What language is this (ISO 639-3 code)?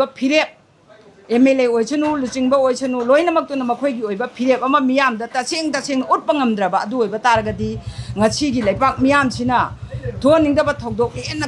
mni